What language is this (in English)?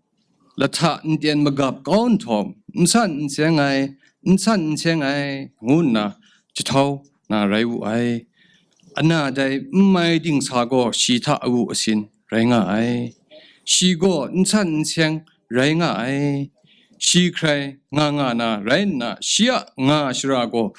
Kachin